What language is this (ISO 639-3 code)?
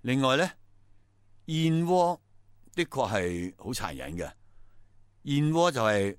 yue